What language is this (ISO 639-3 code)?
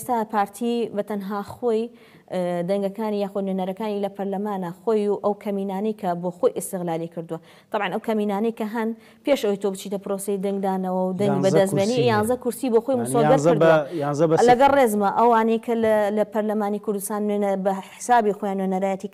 ckb